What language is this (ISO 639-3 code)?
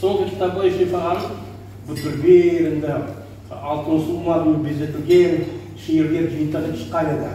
crh